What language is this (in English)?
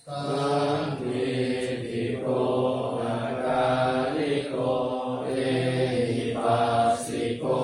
Pali